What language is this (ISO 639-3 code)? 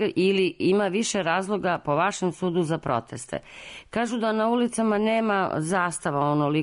srp